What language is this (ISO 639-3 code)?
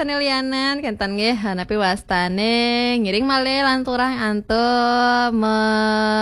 ban